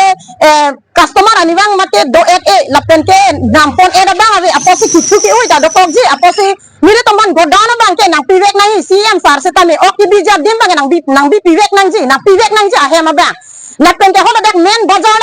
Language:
Karbi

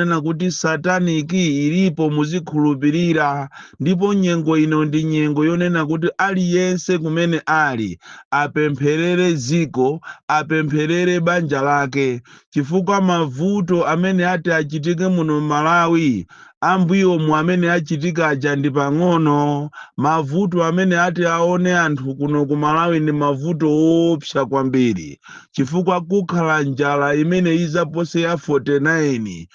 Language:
Nyanja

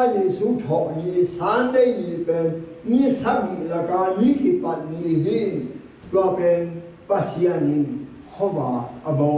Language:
Tedim Chin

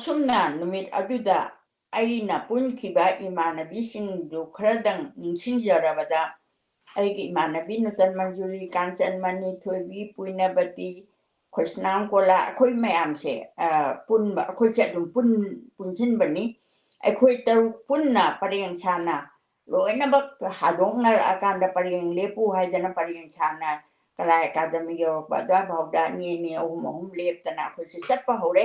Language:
Manipuri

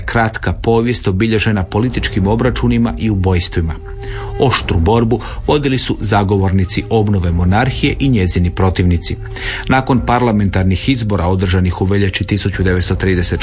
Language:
Croatian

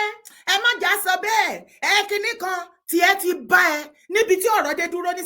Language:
Yoruba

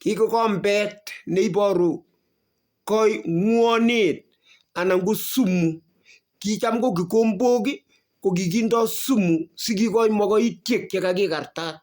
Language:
Kalenjin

